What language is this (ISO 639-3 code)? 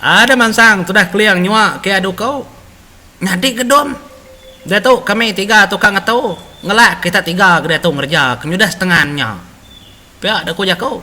iba